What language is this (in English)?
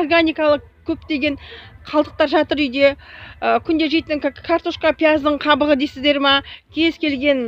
Kazakh